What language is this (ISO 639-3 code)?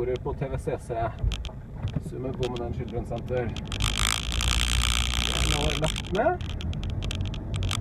nor